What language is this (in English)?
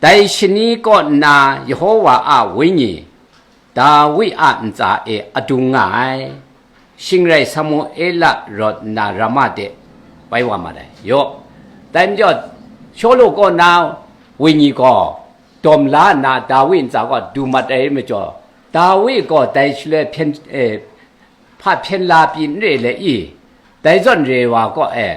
Kachin